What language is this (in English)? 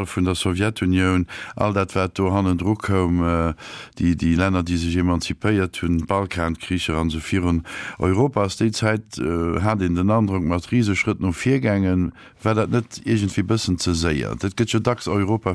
Luxembourgish